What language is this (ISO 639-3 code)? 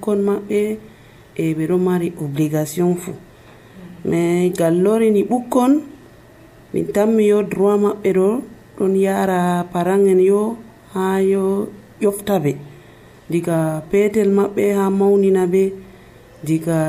fuv